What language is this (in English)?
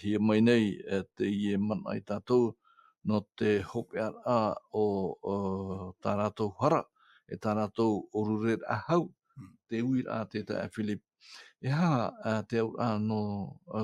Tahitian